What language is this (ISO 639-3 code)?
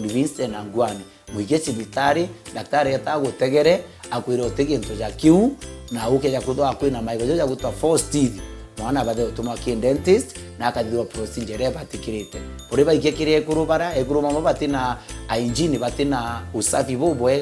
mer